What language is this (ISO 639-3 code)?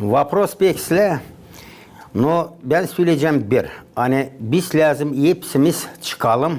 gag